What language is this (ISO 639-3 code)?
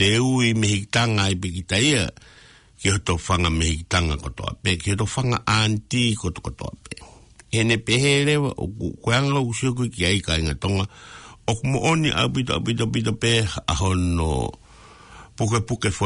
ton